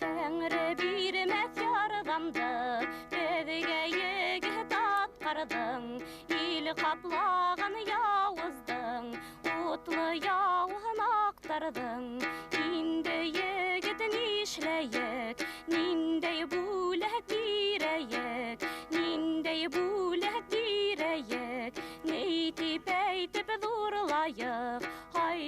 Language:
Bashkir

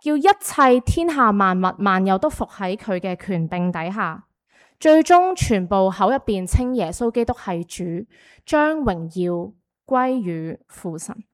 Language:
Cantonese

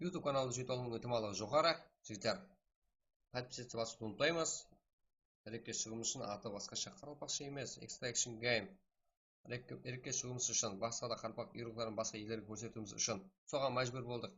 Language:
Kara-Kalpak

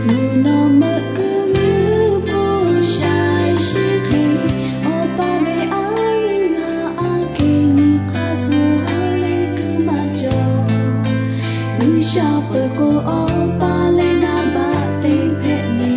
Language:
Lahu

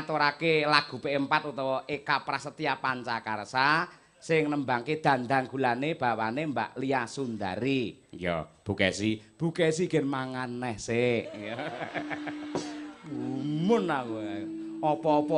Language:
Javanese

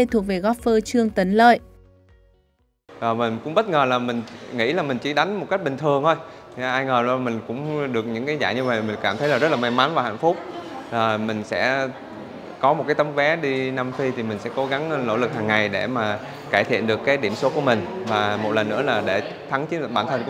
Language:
Vietnamese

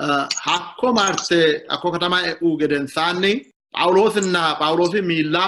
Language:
Sidamo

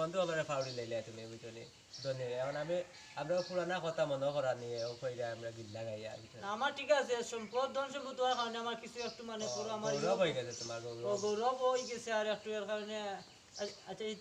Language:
Sylheti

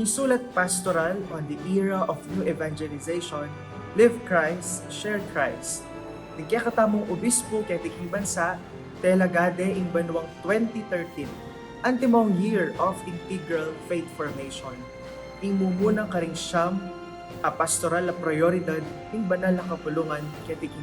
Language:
Pampanga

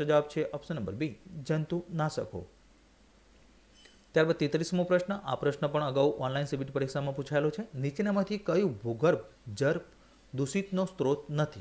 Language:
Gujarati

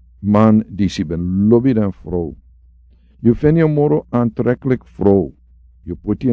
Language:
Sranan Tongo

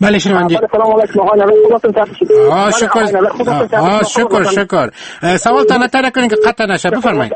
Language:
Persian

